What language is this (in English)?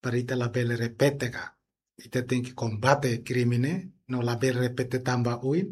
Tetum